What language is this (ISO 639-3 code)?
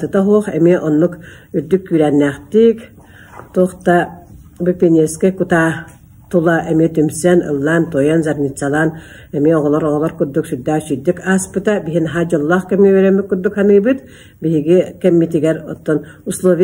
sah